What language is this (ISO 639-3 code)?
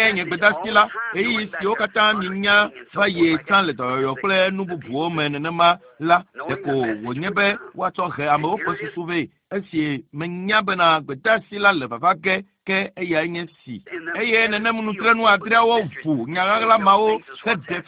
ewe